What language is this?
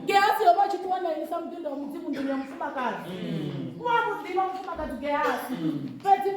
Venda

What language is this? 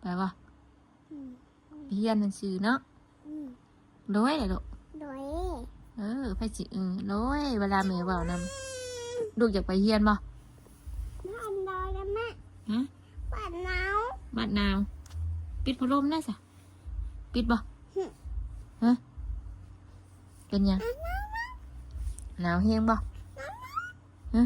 Northeastern Thai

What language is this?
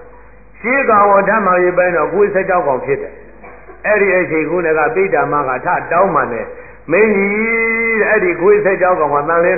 Burmese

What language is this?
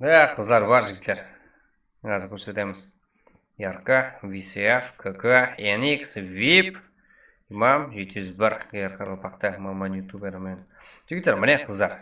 Kara-Kalpak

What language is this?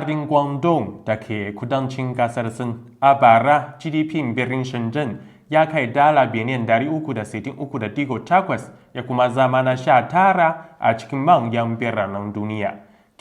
Hausa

